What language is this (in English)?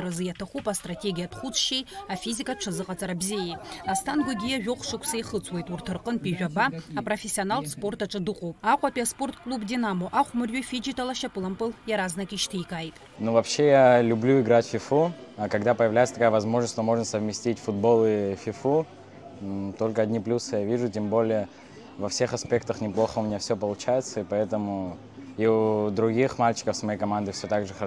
Abkhazian